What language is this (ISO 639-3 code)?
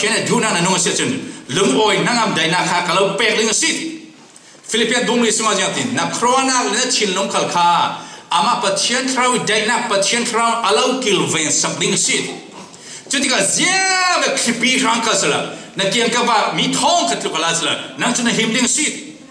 cfm